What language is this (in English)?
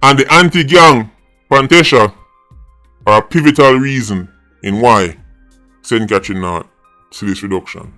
Jamaican Creole English